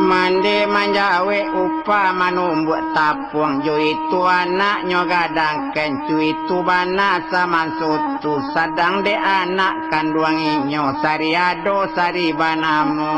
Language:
Minangkabau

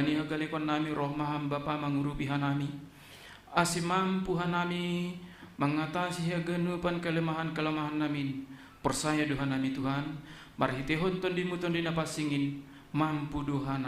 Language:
Batak Simalungun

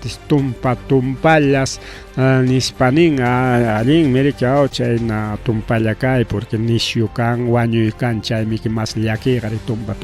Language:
Ayacucho Quechua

